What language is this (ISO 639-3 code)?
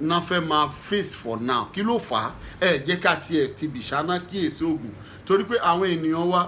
yor